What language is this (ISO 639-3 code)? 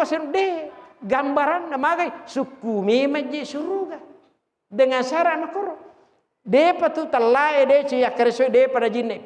bug